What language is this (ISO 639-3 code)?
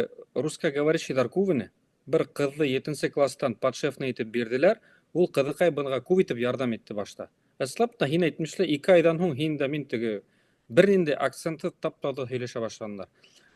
bak